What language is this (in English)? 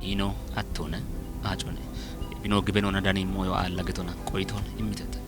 Kafa